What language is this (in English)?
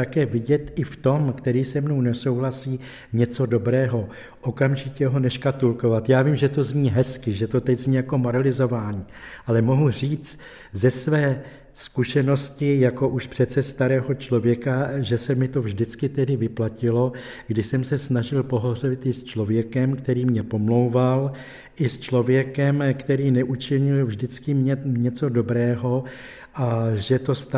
Czech